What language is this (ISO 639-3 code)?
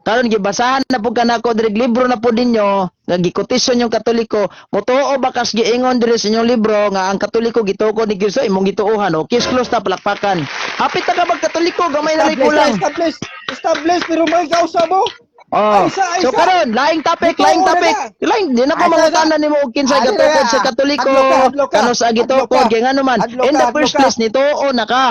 ceb